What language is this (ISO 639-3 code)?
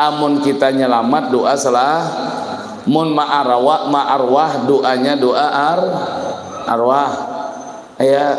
bjn